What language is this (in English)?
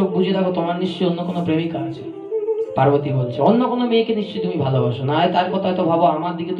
Bangla